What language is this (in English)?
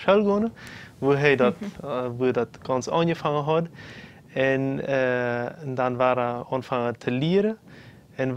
Plautdietsch